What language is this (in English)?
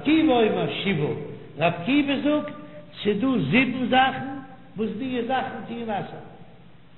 Yiddish